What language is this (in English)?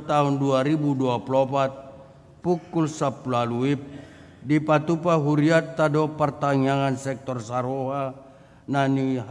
Batak Toba